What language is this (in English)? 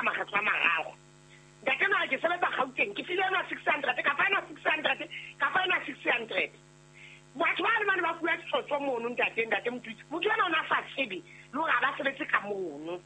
Southern Sotho